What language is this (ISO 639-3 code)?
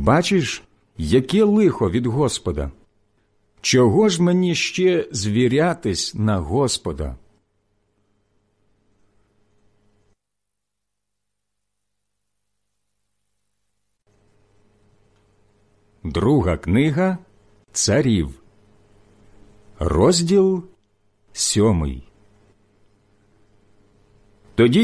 ukr